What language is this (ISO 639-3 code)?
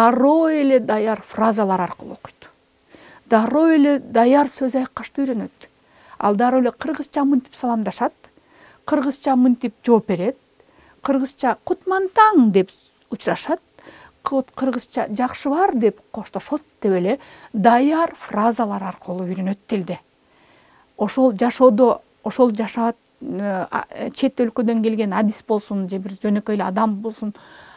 kir